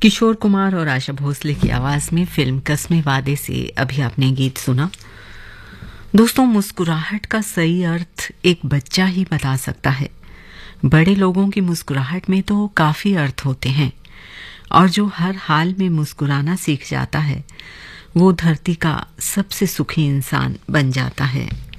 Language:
Hindi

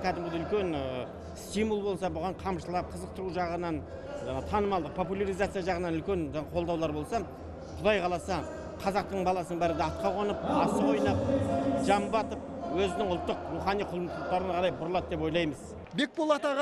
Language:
Kazakh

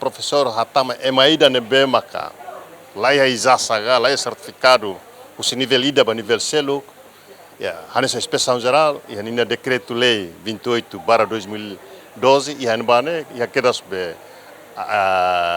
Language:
Tetum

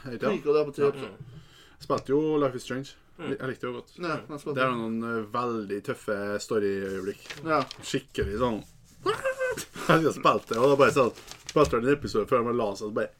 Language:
Norwegian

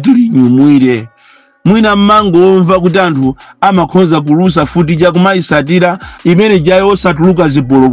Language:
Nyanja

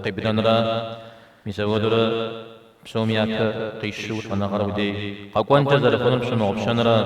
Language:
Kabardian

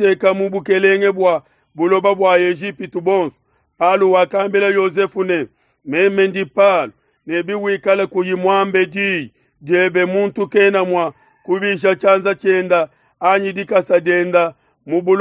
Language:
Luba-Lulua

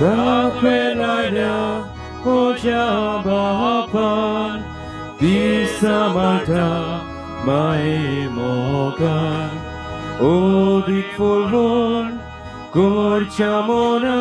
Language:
Konkani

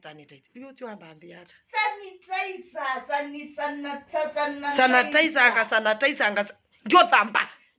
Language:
Kamba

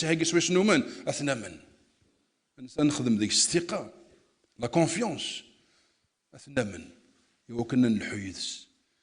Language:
Kabyle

